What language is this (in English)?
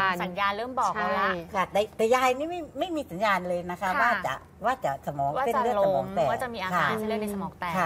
Thai